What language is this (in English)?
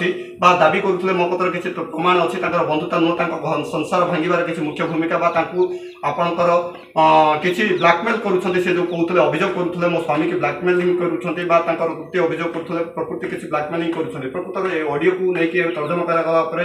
Odia